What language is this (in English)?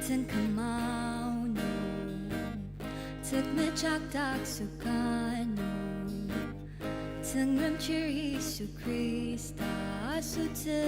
Ao Naga